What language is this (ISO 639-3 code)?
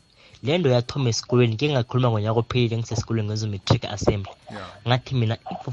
nbl